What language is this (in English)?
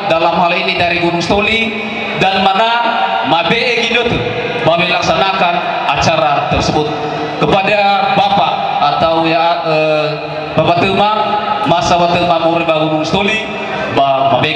Nias